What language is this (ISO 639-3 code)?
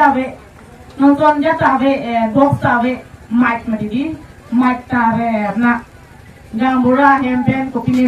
mjw